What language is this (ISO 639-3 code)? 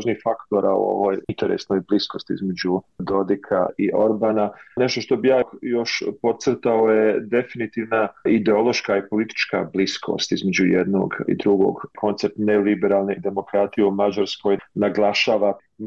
bos